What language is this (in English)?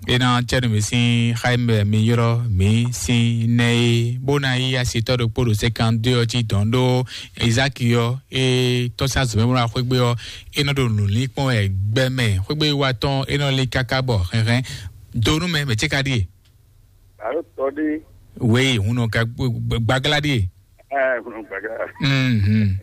Fon